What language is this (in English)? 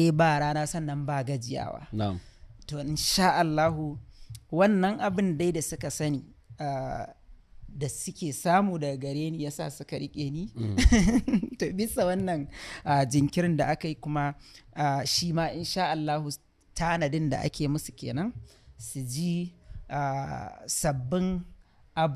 Hausa